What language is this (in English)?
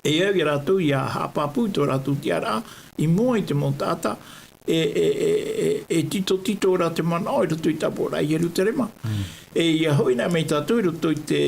Tahitian